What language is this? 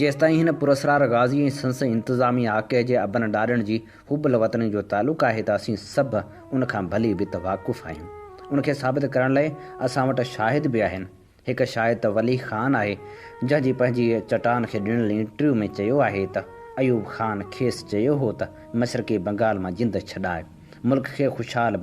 Sindhi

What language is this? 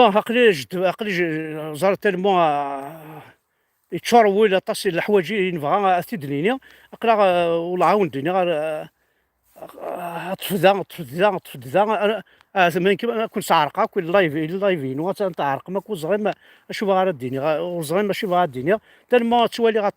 Kabyle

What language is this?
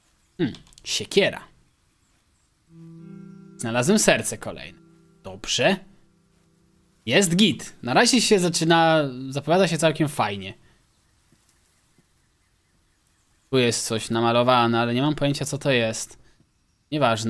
Polish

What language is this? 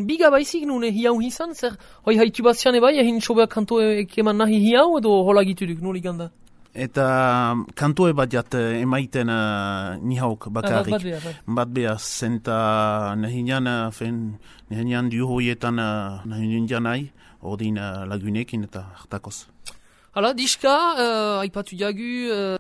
Basque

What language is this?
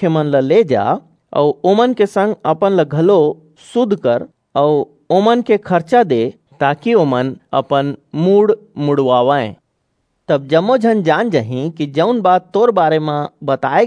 Chhattisgarhi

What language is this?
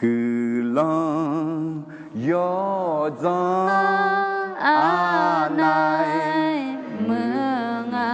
Akha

